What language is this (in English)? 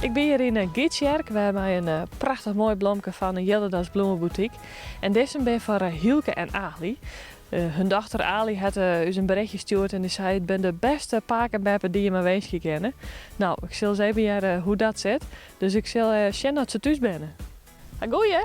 Western Frisian